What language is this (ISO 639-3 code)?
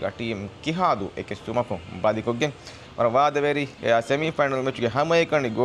div